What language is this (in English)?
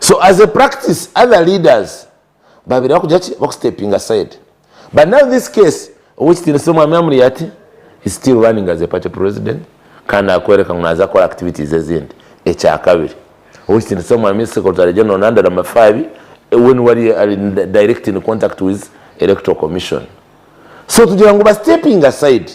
Nyankole